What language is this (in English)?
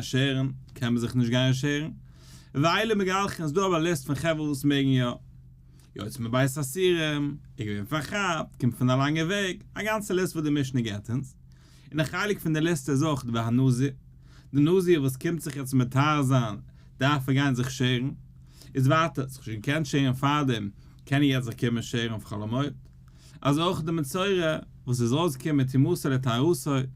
Yiddish